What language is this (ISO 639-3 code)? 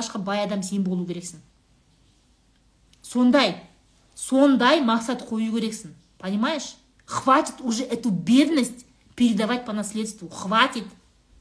kaz